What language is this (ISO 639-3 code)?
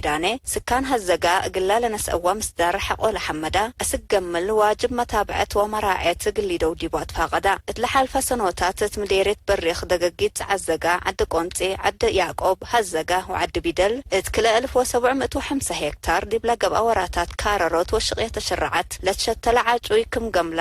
tig